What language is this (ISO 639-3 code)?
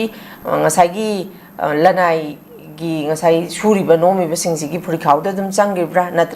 mni